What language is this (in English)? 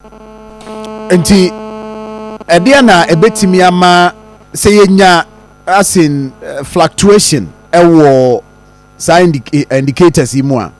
Akan